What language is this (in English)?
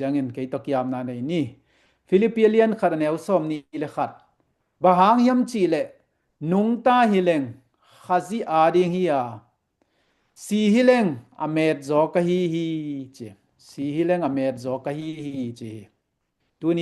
Tedim Chin